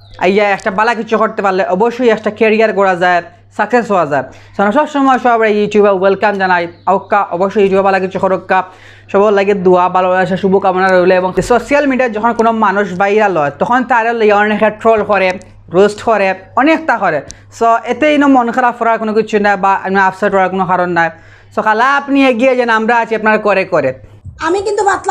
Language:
Sylheti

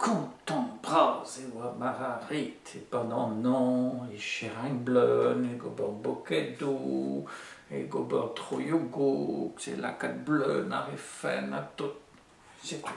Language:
Breton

